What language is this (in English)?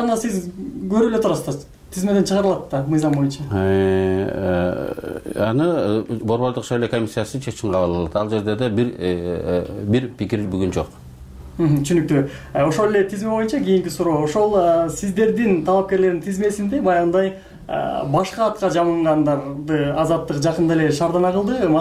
Kyrgyz